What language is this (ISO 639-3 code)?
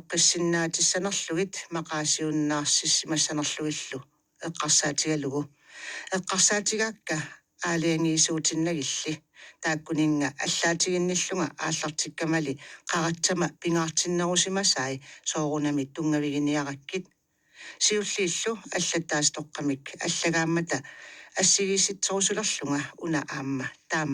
kal